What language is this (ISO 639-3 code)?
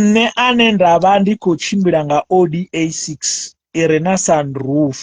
ven